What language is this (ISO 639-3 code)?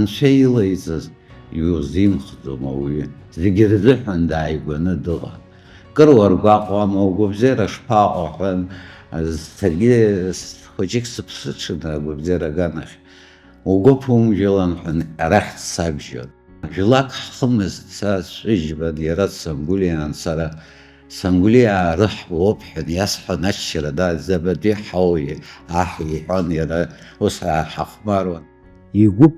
abk